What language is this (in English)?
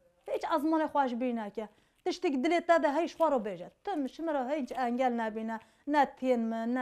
Kurdish